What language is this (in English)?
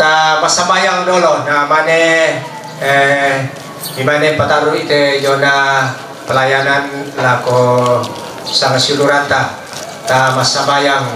Toraja-Sa'dan